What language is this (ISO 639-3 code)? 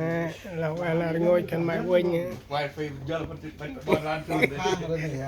cmo